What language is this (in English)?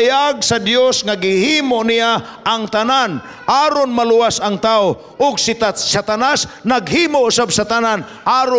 Cebuano